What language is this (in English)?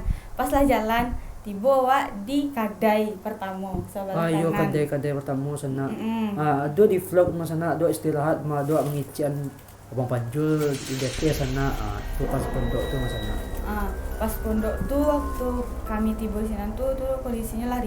Minangkabau